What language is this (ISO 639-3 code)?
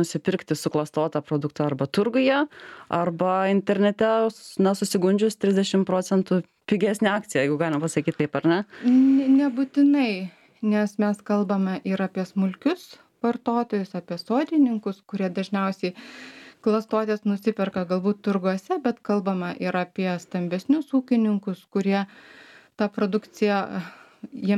lit